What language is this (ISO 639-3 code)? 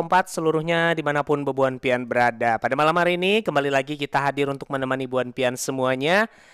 bjn